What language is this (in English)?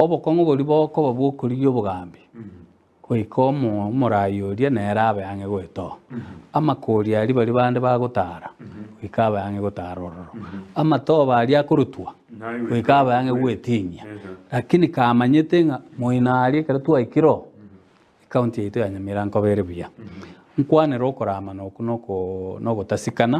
Gusii